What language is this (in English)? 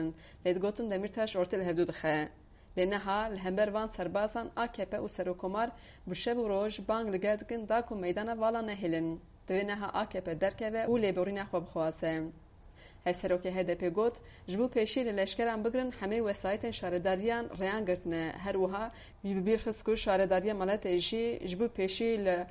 Kurdish